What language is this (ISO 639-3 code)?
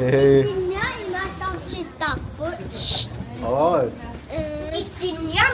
kal